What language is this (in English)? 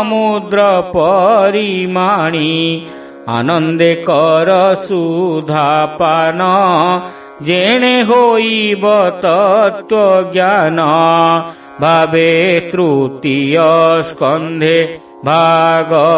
Odia